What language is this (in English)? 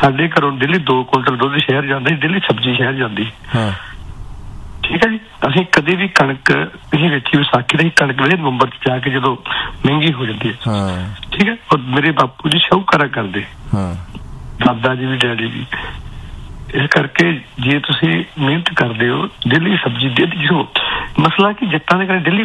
Punjabi